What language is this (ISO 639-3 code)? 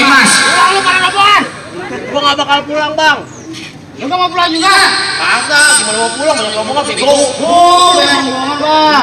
bew